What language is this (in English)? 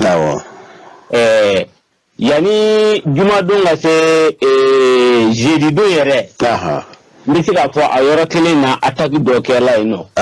Bambara